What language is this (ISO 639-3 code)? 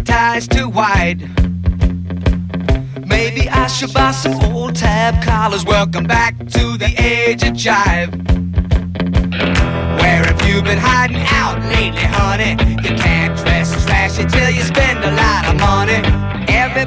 eng